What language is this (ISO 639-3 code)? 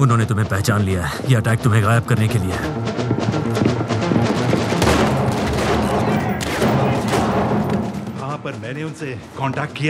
hin